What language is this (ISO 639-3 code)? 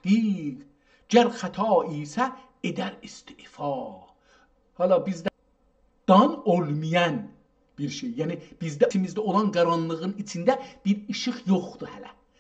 azb